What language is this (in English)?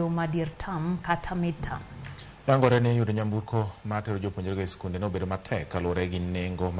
Luo (Kenya and Tanzania)